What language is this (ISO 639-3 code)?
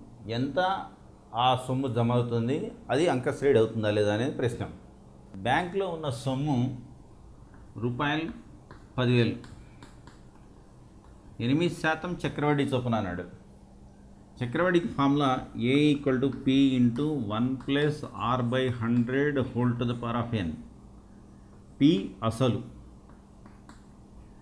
tel